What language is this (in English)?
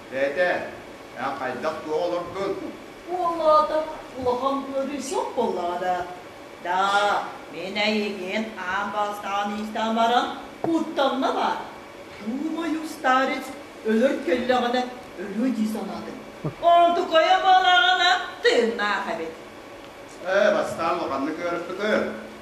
Yakut